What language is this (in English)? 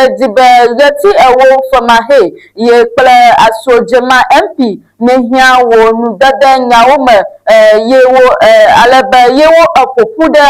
Ewe